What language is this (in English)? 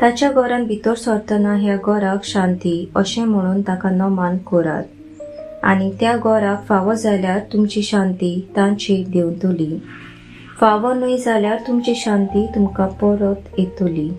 Konkani